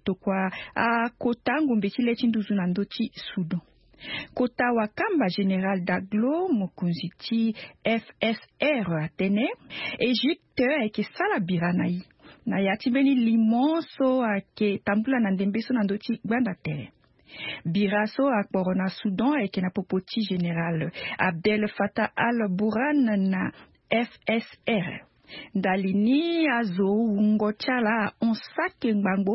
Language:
Sango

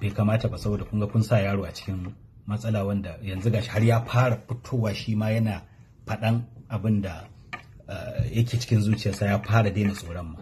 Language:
Hausa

